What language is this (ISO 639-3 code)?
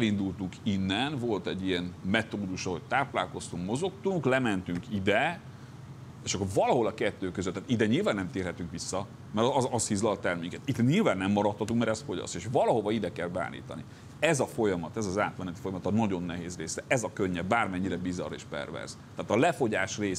hun